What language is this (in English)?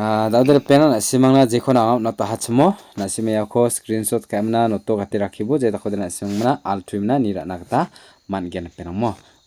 Garo